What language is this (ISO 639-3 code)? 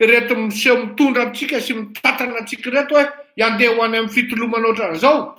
mlg